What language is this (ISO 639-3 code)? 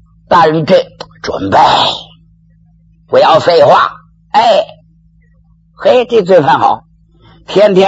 zho